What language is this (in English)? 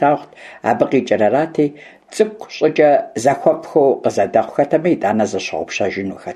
Kabardian